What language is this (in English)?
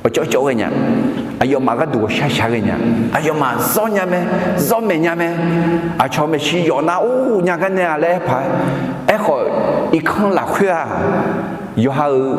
Akha